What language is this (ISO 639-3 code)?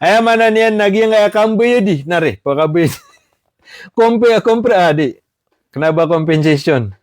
mrw